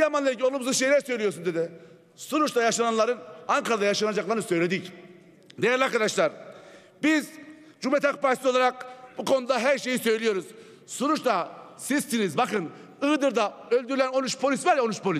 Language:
Turkish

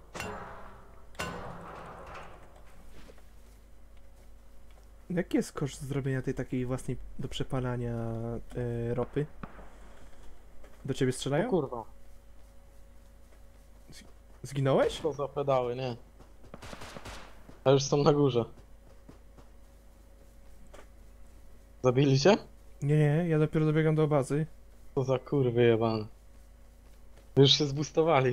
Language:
Polish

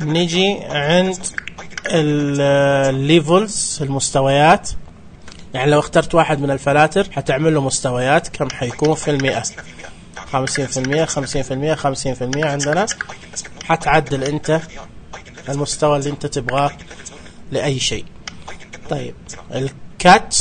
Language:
Najdi Arabic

